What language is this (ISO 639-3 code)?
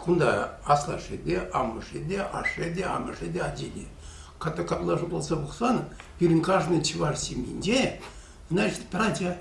chv